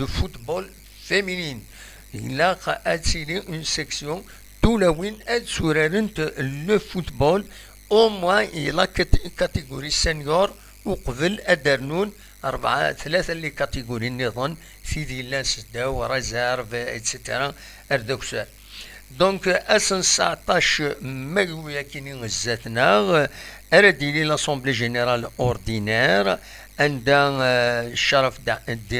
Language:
Kabyle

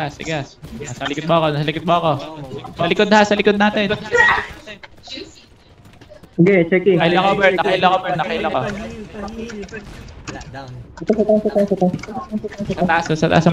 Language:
Filipino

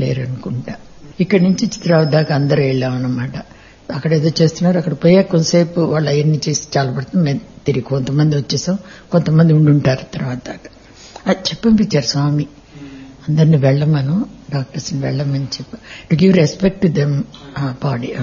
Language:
Telugu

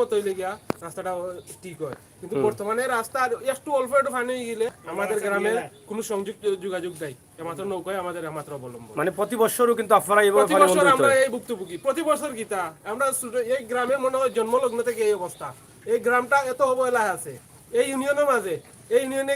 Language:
Sylheti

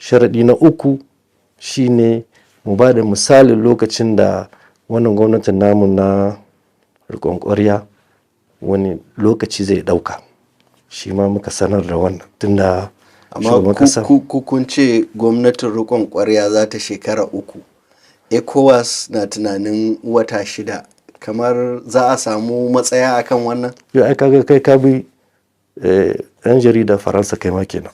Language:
Hausa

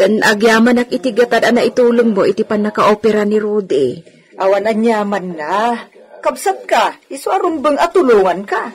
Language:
Iloko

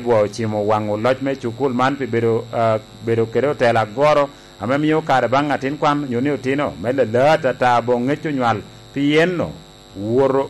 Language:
Lango (Uganda)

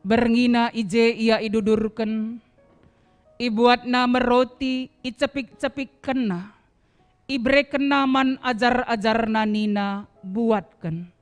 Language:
Batak Karo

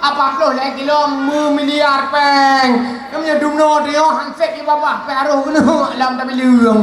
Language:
Achinese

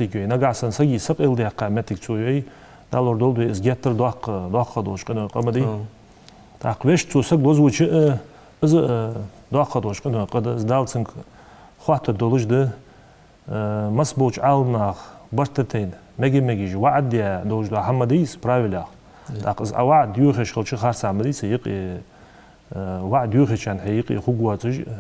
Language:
Ingush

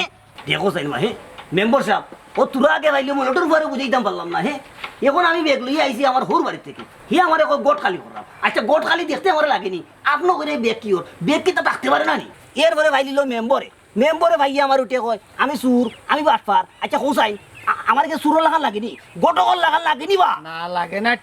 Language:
Sylheti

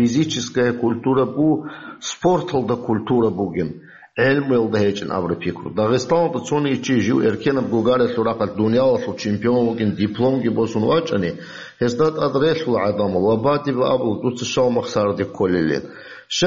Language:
Avaric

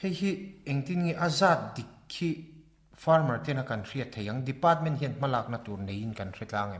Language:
Mizo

